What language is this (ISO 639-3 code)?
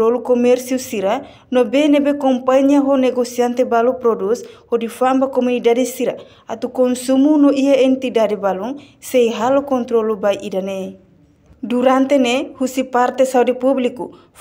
tet